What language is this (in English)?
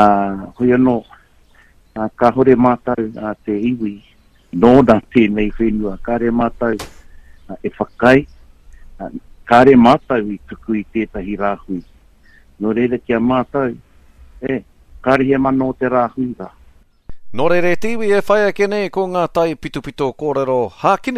Māori